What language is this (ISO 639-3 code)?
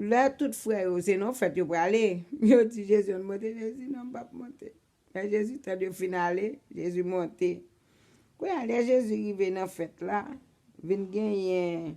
hat